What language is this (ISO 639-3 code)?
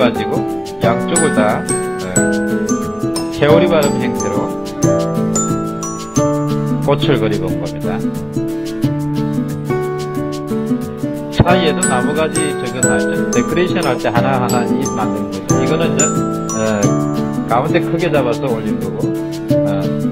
kor